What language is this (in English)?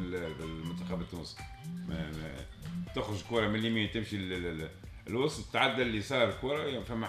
Tunisian Arabic